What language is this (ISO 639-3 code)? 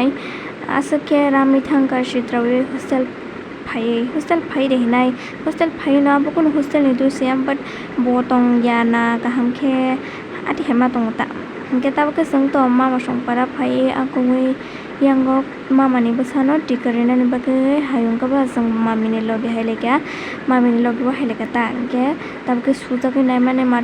trp